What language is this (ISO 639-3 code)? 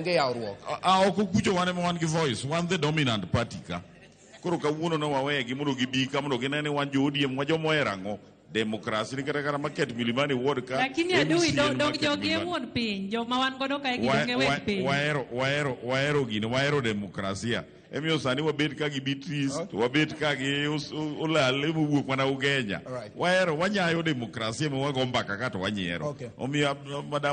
luo